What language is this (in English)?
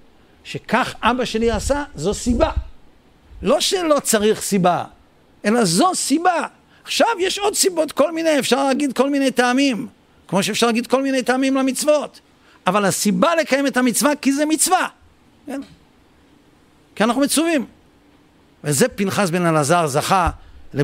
Hebrew